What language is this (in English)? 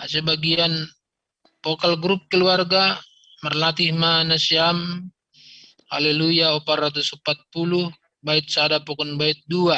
Batak Simalungun